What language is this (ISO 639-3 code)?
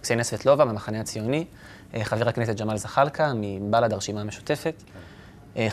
heb